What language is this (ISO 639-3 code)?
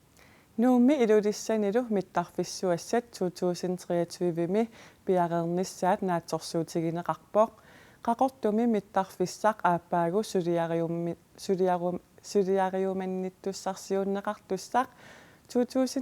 kal